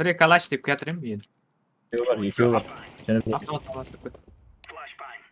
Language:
Kara-Kalpak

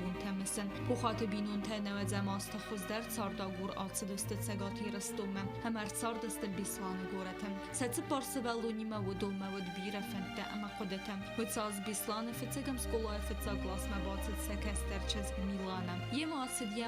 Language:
Ossetic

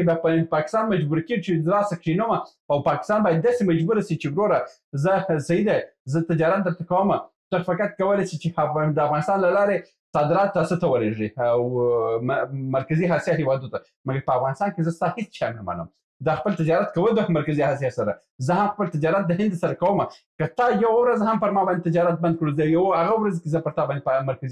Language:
Pashto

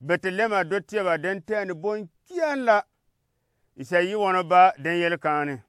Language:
Gourmanchéma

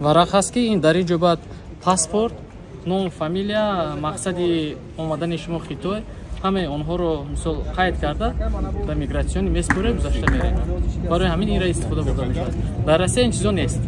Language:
Tajik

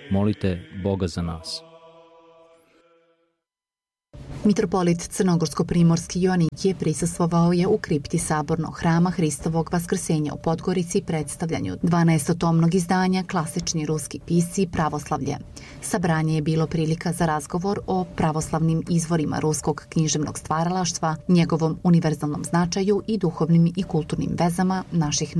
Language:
Serbian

